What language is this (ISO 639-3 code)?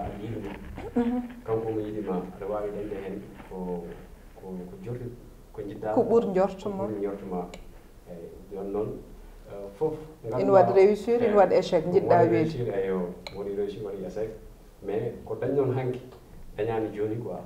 ful